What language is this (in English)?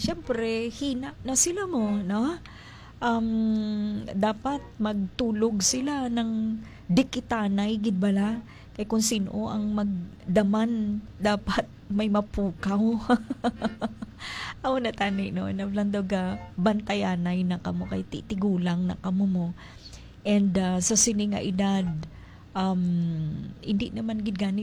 Hiligaynon